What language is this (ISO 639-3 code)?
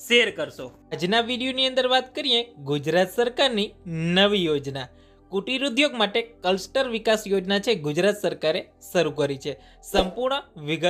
guj